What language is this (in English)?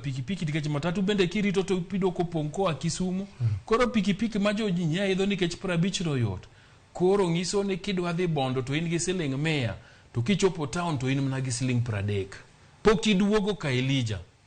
Luo (Kenya and Tanzania)